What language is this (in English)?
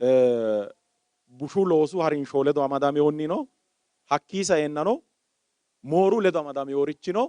Sidamo